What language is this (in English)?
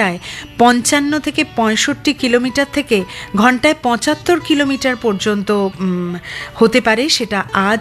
Bangla